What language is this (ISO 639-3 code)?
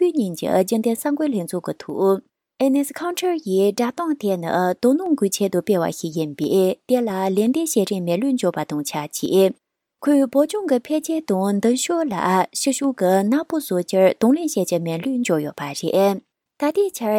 bod